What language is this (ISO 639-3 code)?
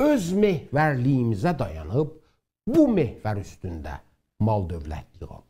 azb